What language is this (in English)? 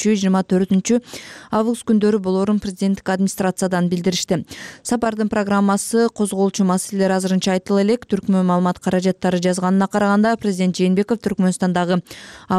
Kyrgyz